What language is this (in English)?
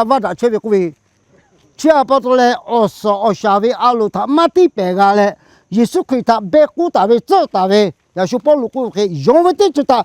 Lahu